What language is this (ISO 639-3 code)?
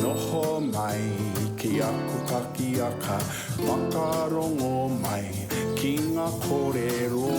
mri